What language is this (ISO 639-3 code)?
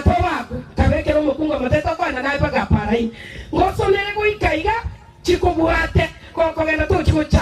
guz